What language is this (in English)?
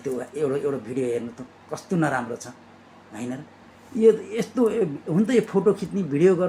Nepali